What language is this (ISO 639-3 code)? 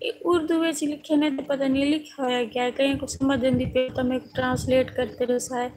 skr